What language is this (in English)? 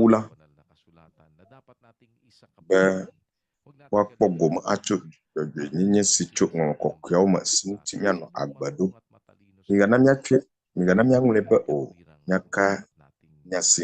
Ewe